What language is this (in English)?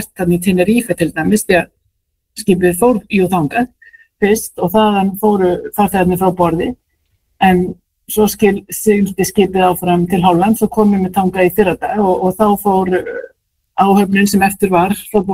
Icelandic